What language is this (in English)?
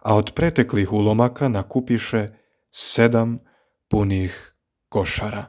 Croatian